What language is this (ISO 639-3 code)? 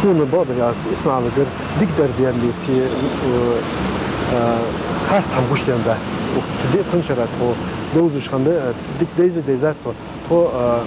inh